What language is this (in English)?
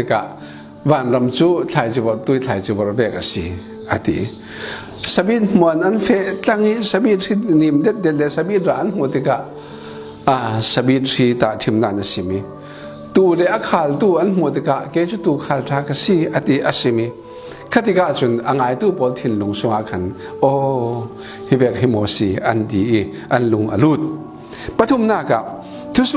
Falam Chin